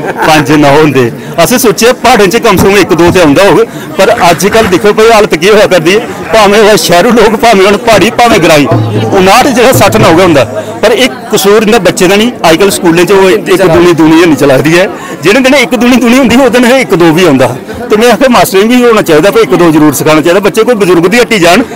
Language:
Dogri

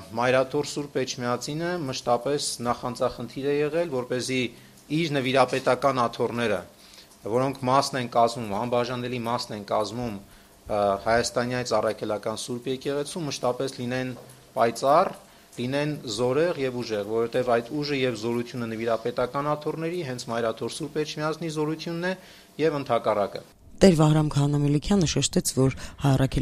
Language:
Armenian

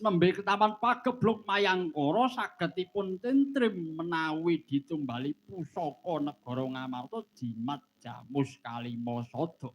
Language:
Javanese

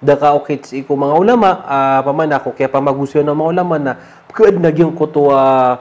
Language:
Maranao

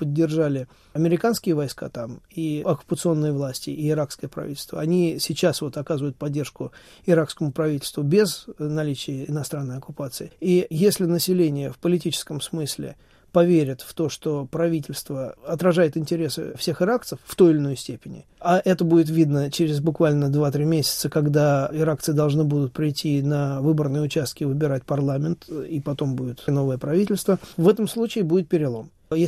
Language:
Russian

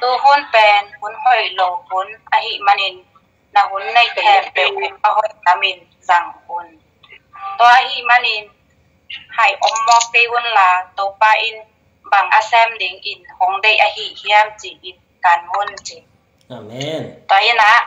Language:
Tedim Chin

